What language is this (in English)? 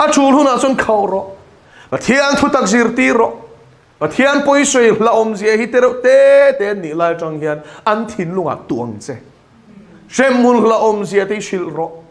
Mizo